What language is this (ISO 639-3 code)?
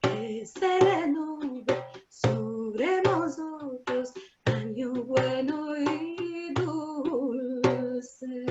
lad